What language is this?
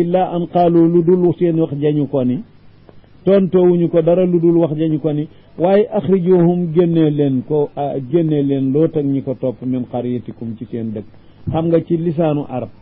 Wolof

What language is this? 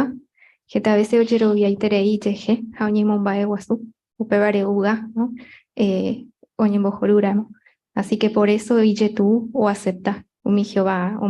Guarani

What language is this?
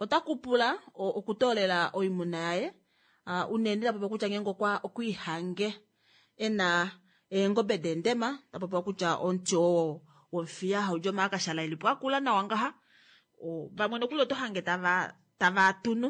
Kuanyama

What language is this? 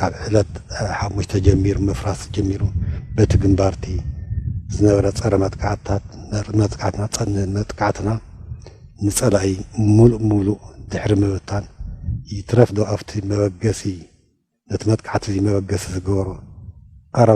Tigrinya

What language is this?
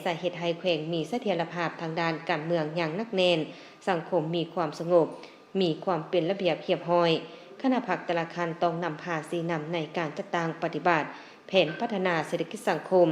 Lao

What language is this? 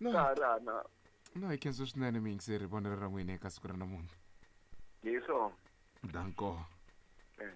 Tsonga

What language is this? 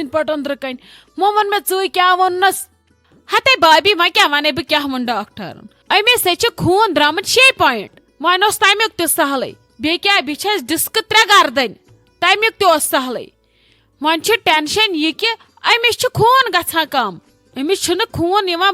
Kashmiri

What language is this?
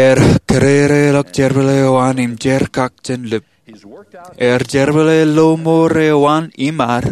Marshallese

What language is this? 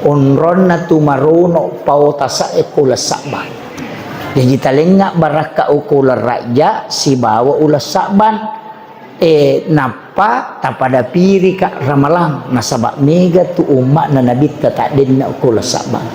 Buginese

